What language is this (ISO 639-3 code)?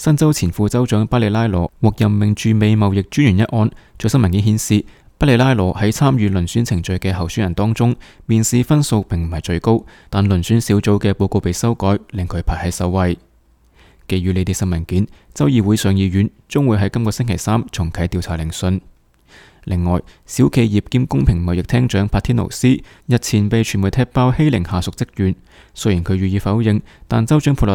yue